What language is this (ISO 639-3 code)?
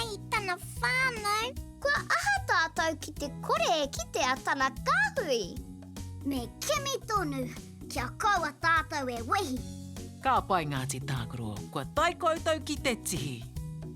mri